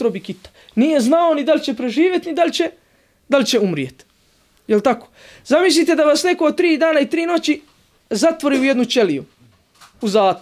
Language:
Bosnian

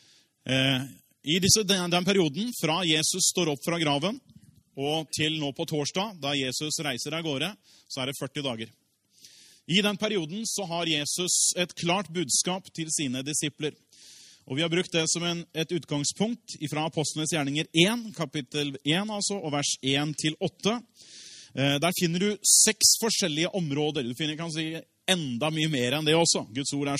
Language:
Norwegian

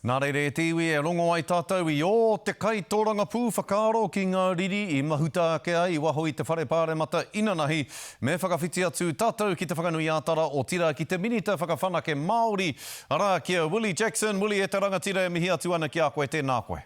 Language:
Māori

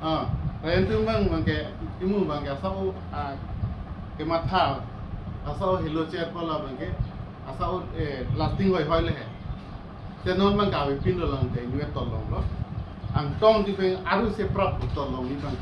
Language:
Karbi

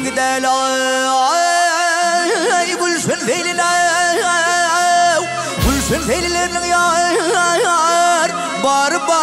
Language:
Turkmen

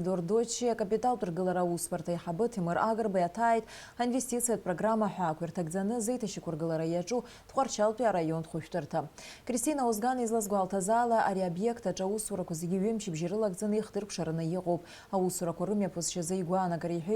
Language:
Abkhazian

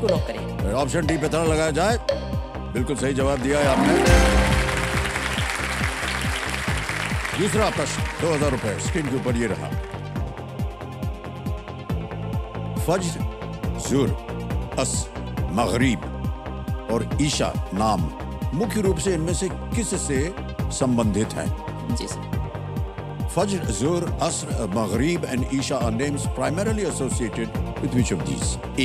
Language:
Hindi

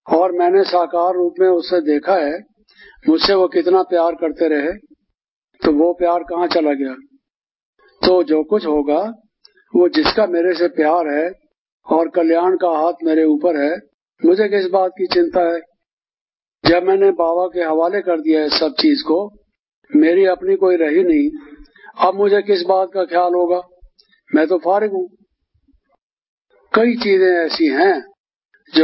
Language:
Hindi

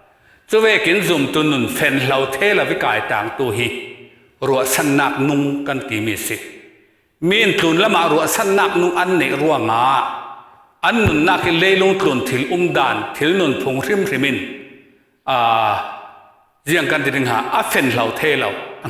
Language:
Falam Chin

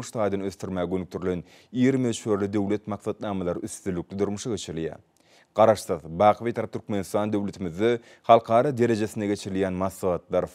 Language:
Turkmen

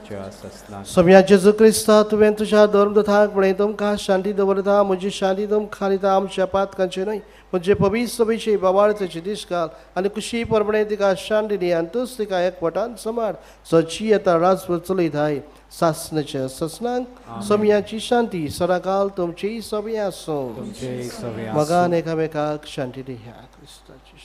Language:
Konkani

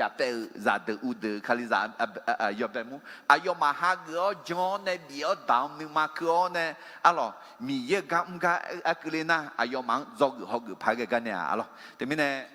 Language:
Akha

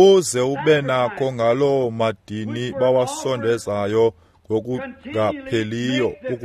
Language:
Xhosa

